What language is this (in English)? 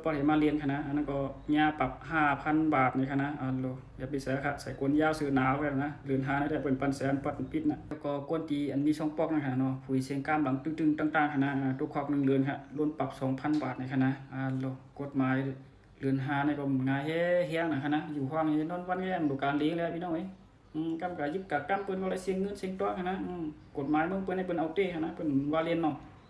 Shan